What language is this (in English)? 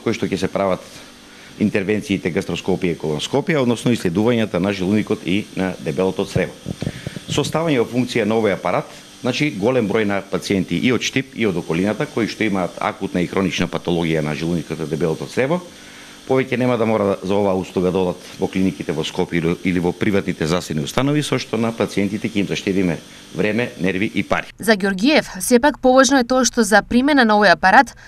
Macedonian